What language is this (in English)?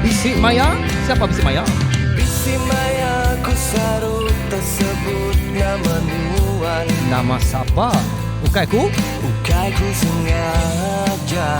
Iban